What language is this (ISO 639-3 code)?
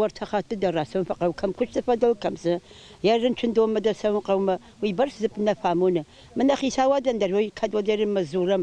oss